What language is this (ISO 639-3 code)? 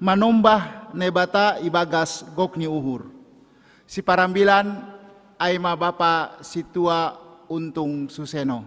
bts